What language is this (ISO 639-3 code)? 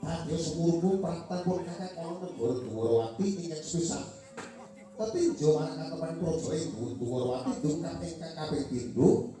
jav